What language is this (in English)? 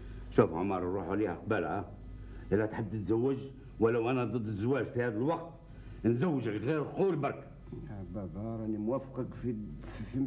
Algerian Arabic